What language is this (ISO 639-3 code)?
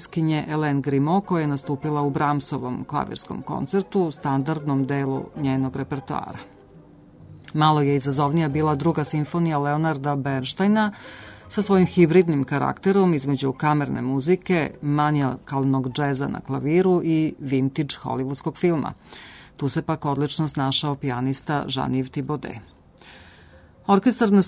srp